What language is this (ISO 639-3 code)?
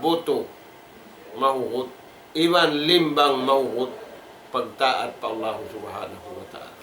tsg